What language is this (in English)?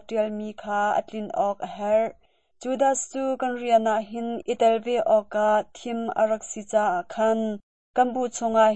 Hakha Chin